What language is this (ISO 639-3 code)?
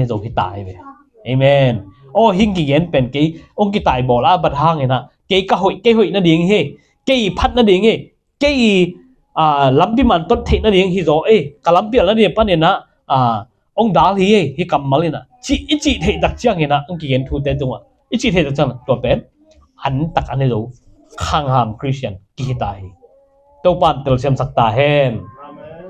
ctd